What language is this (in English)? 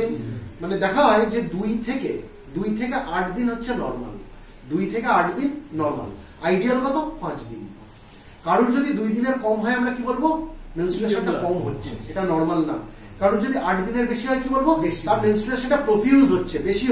Bangla